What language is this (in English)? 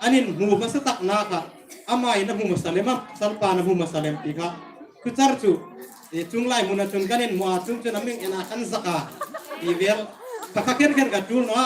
Hmar